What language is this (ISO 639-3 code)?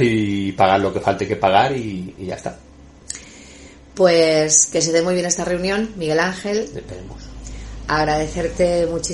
spa